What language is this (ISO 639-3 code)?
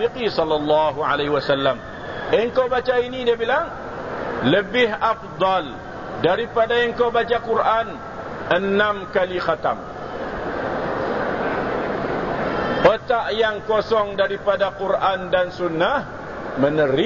msa